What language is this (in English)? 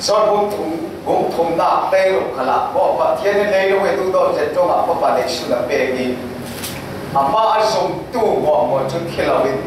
Falam Chin